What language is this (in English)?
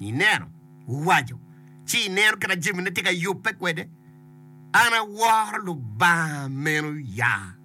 Acoli